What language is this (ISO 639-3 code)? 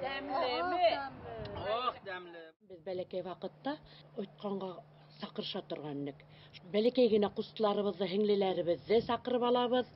bak